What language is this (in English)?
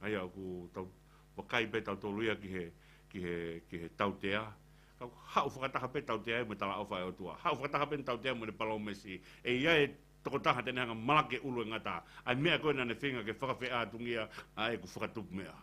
Tongan